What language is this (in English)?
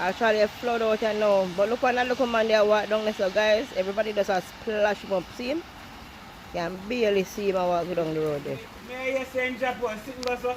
Jamaican Creole English